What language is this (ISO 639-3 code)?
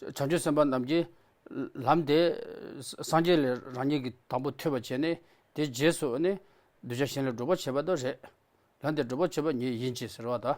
bod